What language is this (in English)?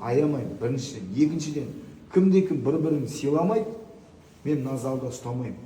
Kazakh